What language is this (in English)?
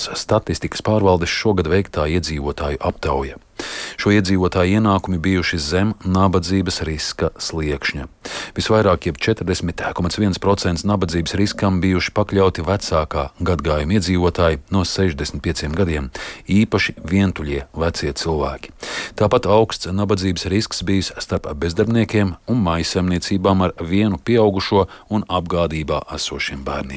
Latvian